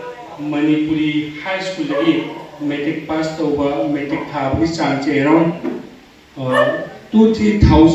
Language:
Manipuri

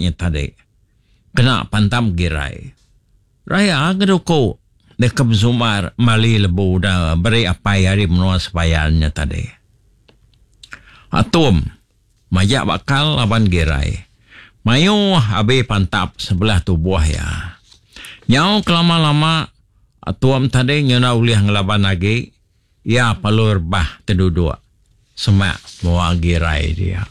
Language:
Iban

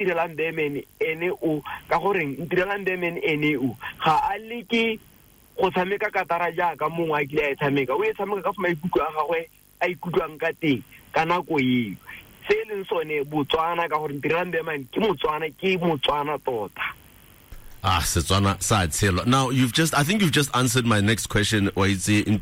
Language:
Tswana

